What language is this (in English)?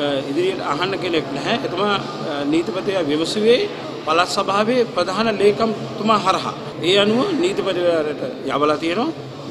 Sinhala